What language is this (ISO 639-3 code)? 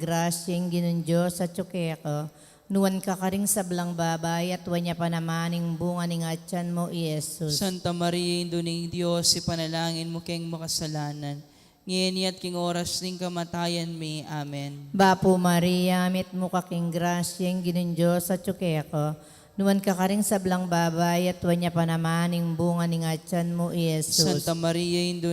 pam